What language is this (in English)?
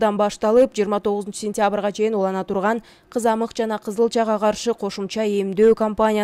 Kyrgyz